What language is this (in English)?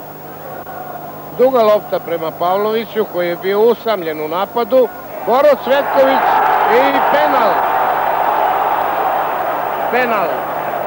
Serbian